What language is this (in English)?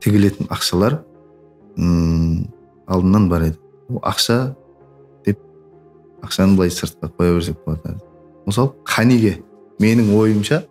Kara-Kalpak